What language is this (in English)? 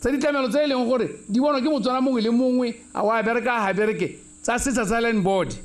Tswana